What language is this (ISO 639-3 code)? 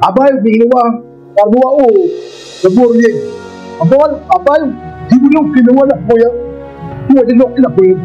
ach